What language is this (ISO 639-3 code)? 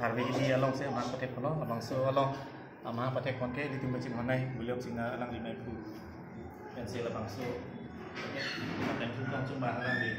mjw